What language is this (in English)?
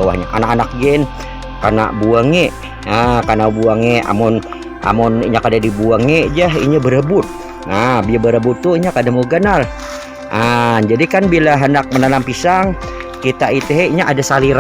Banjar